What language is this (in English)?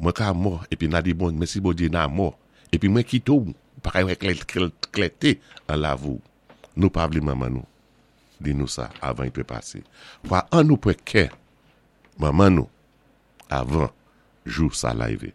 Saint Lucian Creole French